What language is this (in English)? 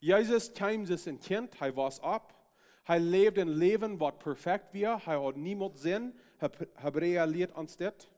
Plautdietsch